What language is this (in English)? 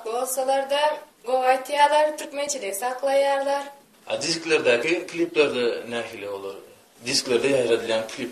Turkmen